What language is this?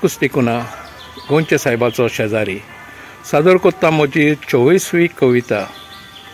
Konkani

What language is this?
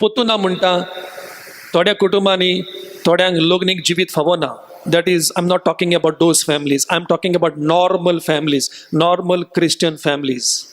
Konkani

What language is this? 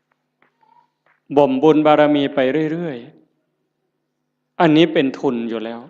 Northeastern Thai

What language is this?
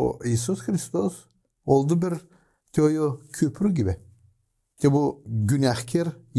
Gagauz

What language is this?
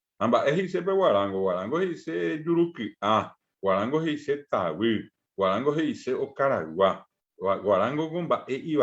Guarani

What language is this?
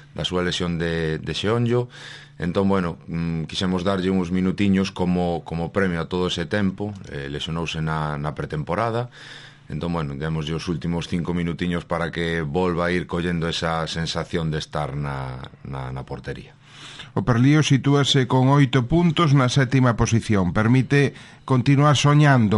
Galician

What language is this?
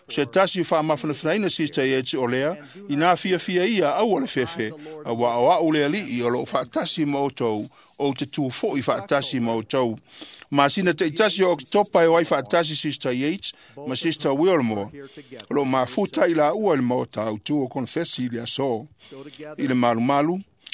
Samoan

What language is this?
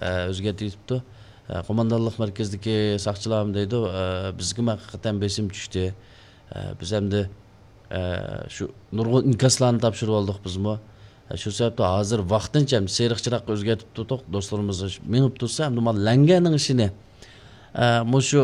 Uyghur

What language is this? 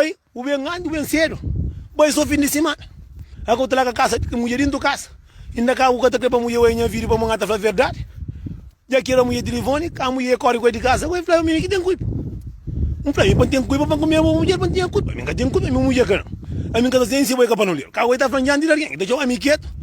Kabuverdianu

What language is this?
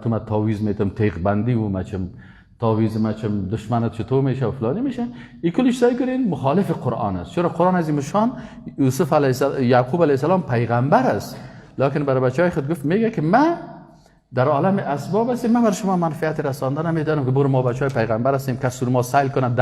Persian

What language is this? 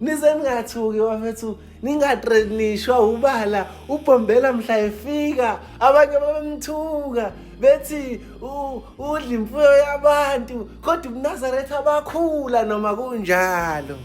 Zulu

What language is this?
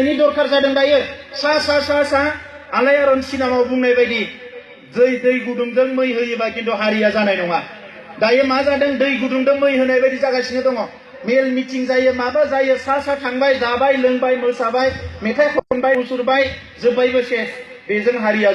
Bodo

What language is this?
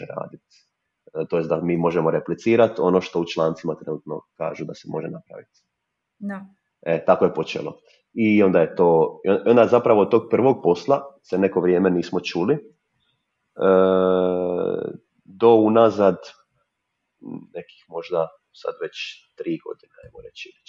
Croatian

